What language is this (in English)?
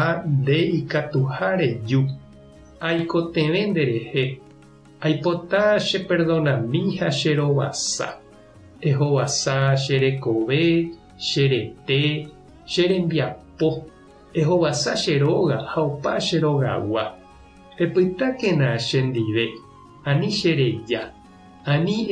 Guarani